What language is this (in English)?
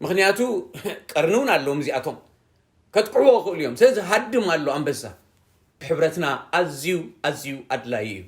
Tigrinya